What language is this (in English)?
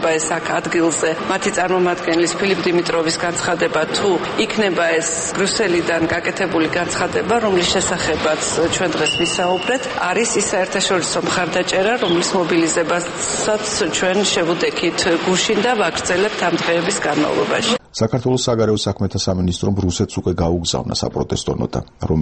Georgian